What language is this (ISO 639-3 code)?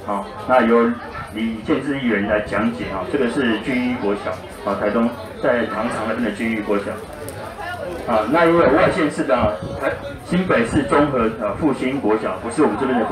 zho